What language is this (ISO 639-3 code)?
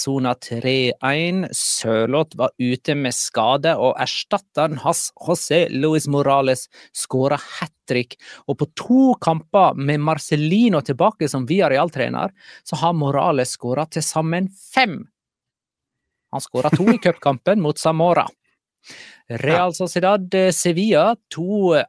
nor